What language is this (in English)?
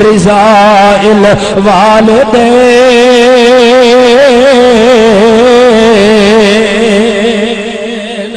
Saraiki